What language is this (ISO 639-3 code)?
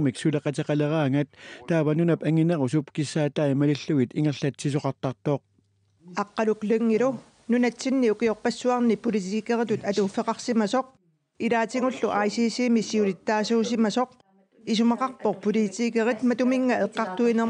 kal